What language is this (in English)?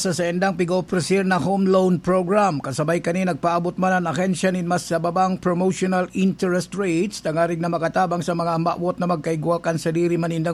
Bikol